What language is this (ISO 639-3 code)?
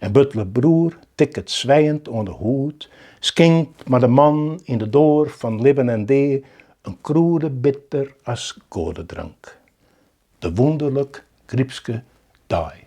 fry